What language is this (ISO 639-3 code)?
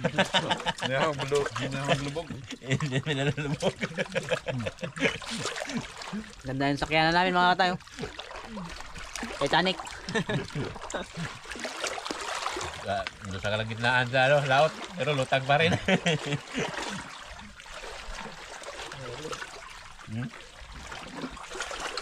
fil